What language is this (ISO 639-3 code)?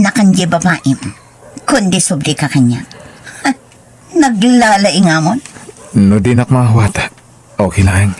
ilo